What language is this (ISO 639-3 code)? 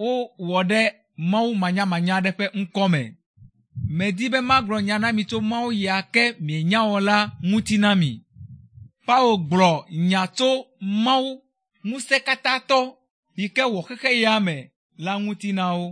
ewe